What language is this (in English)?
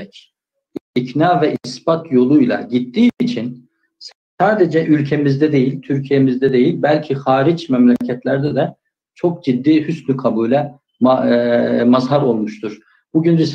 Turkish